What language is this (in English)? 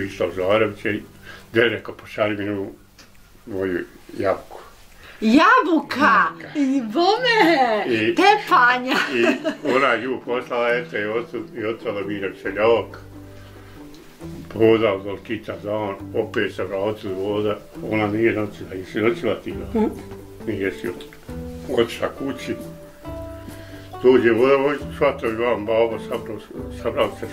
Bosnian